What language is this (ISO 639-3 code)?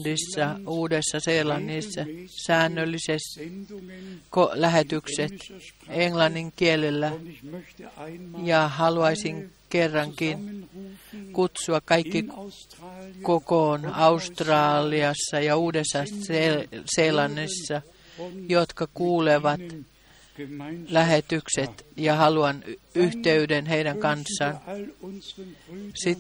fin